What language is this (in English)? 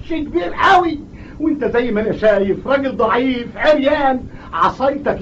Egyptian Arabic